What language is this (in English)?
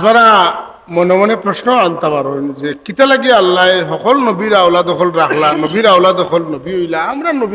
Sylheti